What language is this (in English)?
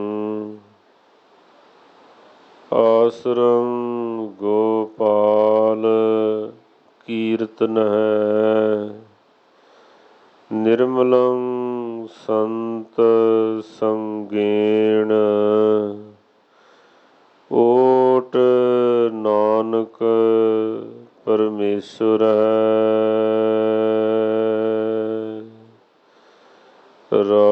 Punjabi